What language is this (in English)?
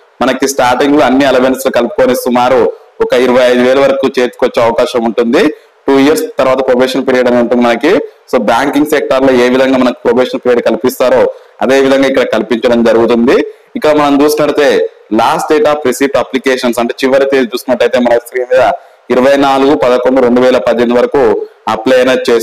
Telugu